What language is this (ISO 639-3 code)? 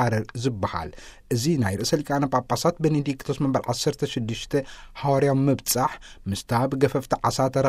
tir